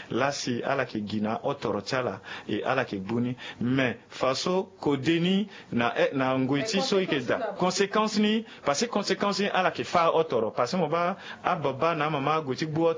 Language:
Sango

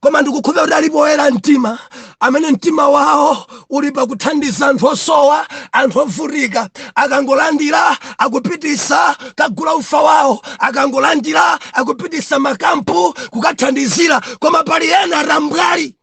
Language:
Nyanja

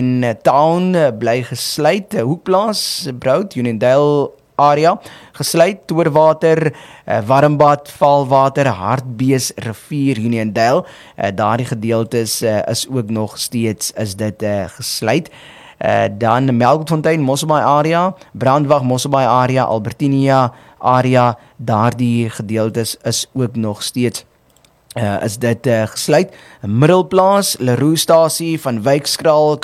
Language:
Afrikaans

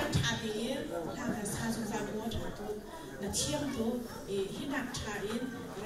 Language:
Hakha Chin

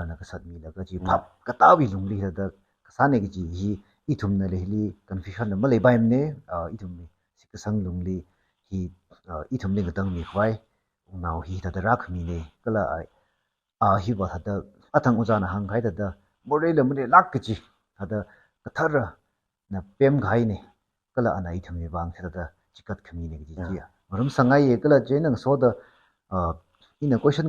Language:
Tangkhul Naga (India)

